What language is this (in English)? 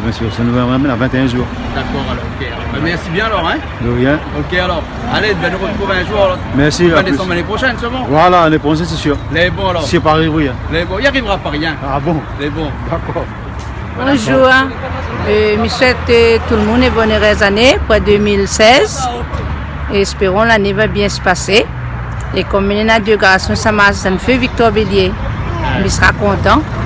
Réunion Creole French